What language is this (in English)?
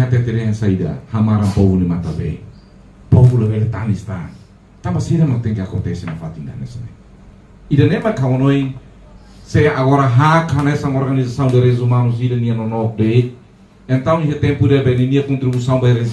Tetum